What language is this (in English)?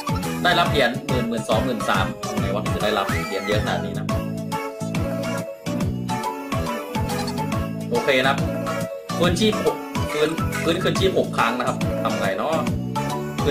Thai